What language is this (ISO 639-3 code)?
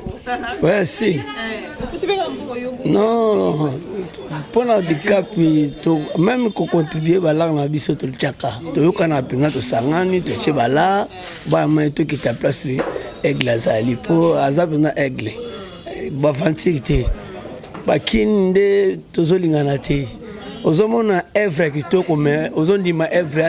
lin